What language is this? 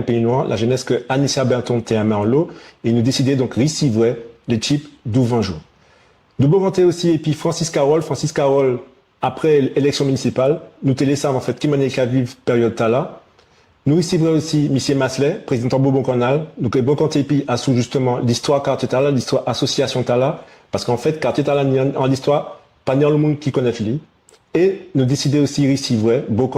Guadeloupean Creole French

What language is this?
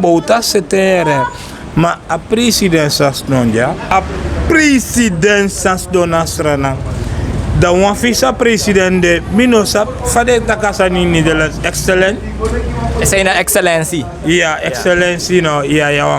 Sranan Tongo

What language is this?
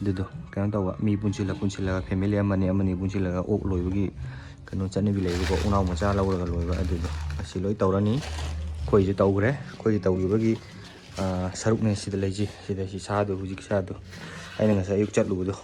Manipuri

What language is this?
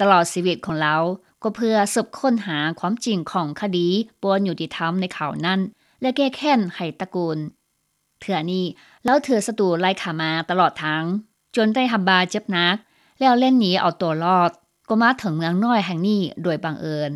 Lao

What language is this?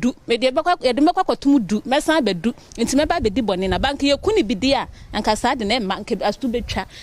Akan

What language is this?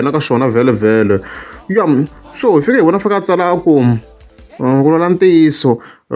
Tsonga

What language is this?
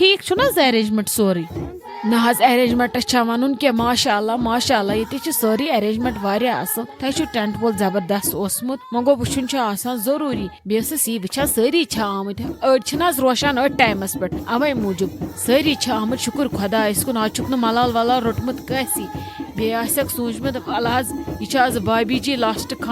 Kashmiri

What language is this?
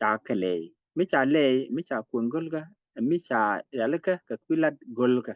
Nuer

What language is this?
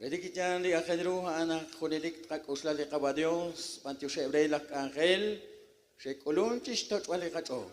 Kekchí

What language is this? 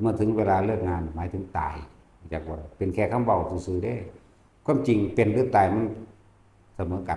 Northeastern Thai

